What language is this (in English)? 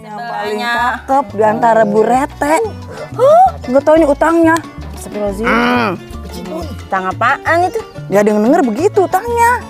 Betawi